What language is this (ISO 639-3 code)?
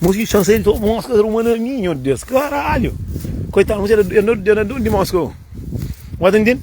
kea